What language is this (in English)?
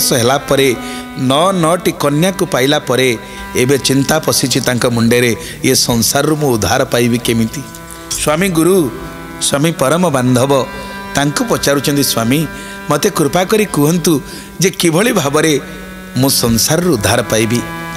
Odia